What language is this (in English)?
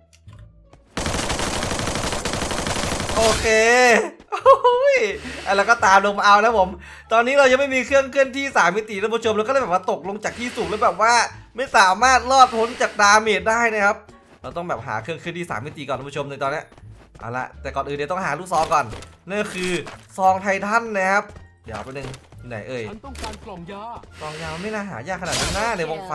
Thai